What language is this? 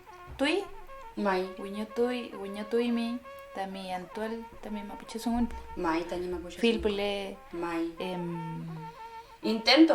Mapuche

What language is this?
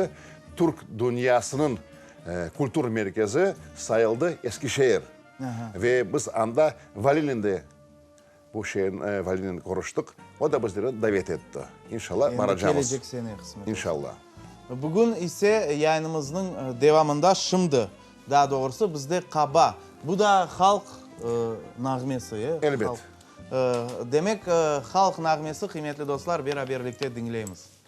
Crimean Tatar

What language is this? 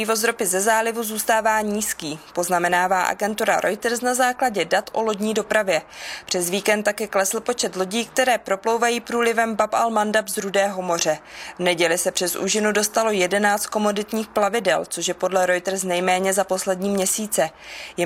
Czech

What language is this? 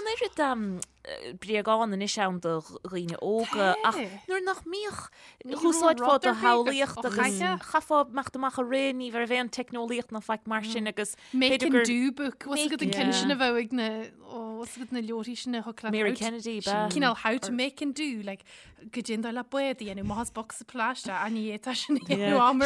Irish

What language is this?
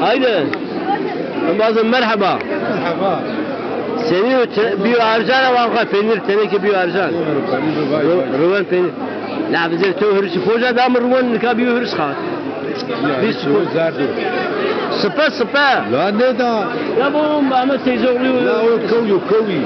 Zaza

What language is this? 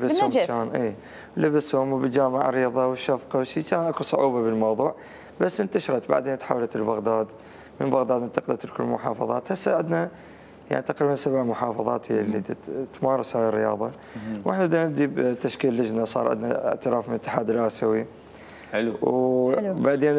Mesopotamian Arabic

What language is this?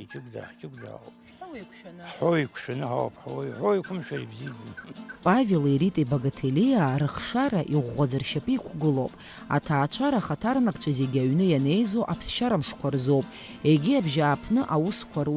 Abkhazian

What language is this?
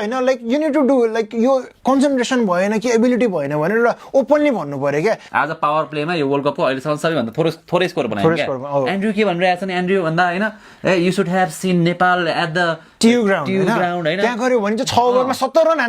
Nepali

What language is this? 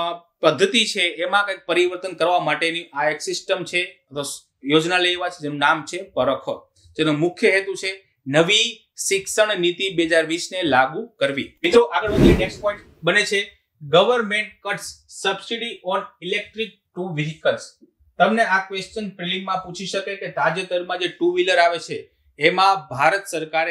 Gujarati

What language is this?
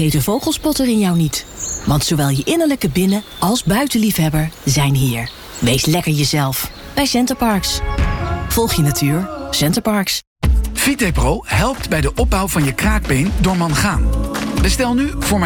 Dutch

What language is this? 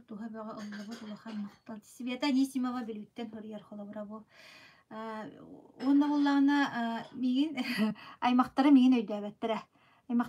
Yakut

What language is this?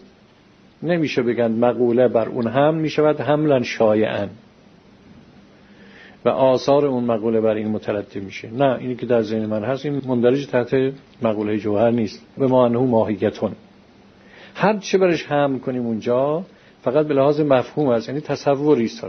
Persian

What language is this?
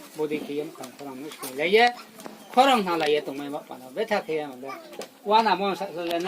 Riang (India)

